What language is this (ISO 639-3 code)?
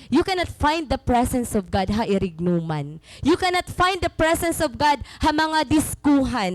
war